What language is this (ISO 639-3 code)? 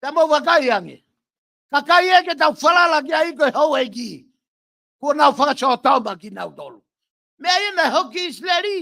ton